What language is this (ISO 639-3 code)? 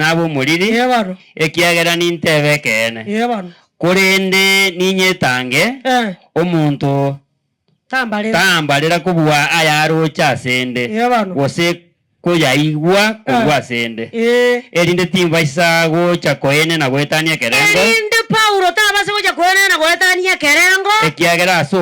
guz